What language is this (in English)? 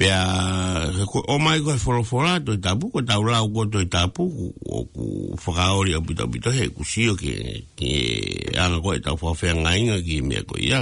Tongan